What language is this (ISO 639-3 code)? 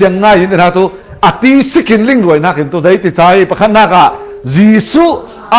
cfm